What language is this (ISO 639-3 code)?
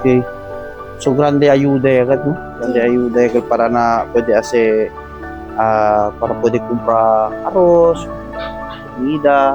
cbk